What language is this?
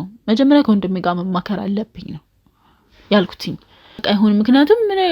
Amharic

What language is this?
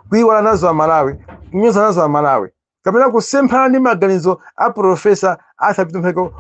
Nyanja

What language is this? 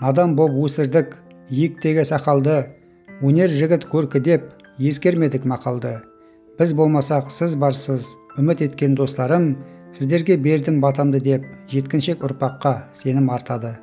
Kazakh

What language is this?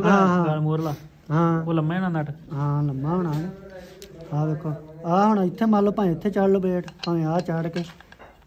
Punjabi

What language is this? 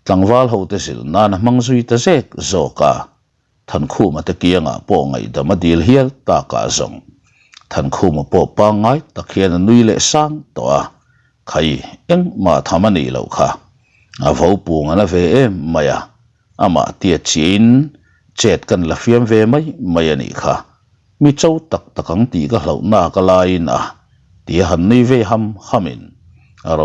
Mizo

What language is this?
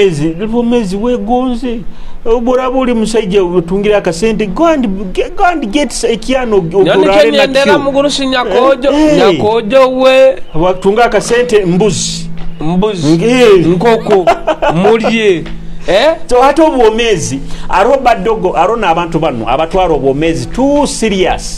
Nyoro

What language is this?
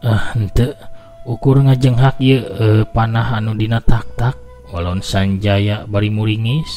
Sundanese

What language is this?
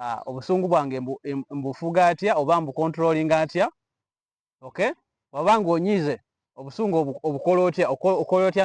Ganda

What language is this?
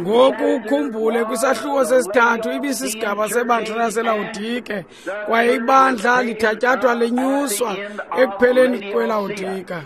Xhosa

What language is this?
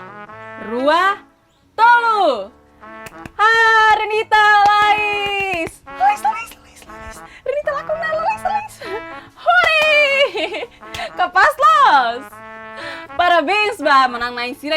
Tetum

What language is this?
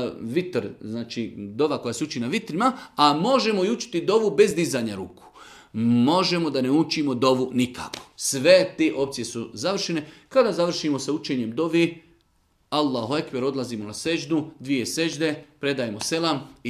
Bosnian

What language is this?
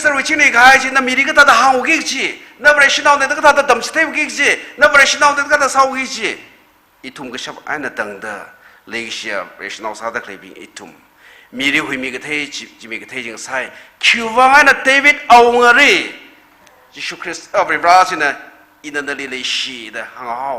Tangkhul Naga (India)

